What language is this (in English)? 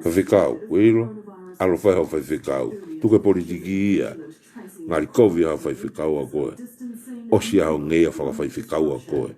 Tongan